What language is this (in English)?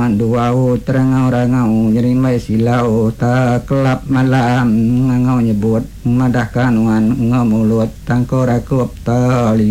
Iban